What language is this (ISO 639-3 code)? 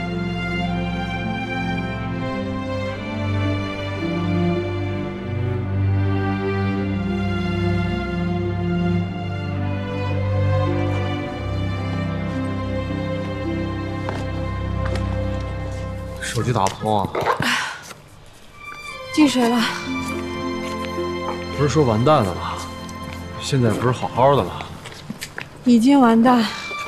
zho